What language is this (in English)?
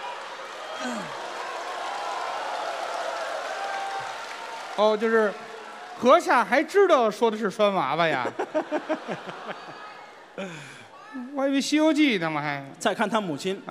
Chinese